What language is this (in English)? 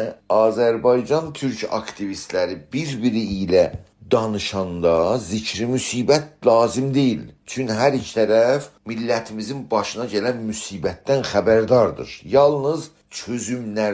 South Azerbaijani